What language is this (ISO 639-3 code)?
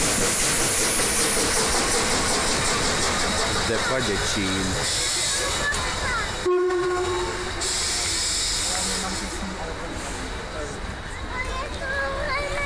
ces